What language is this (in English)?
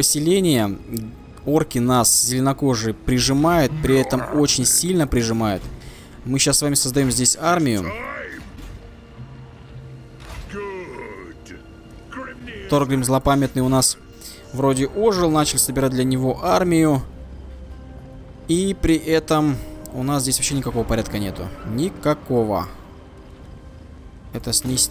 Russian